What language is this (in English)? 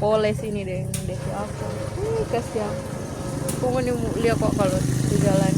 Manado Malay